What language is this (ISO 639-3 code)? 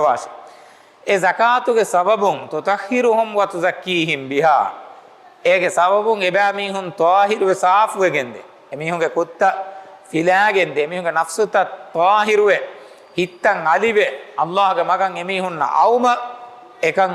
div